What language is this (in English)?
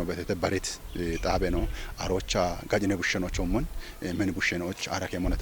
Kafa